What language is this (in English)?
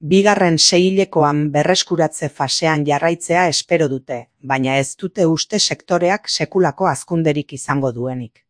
Basque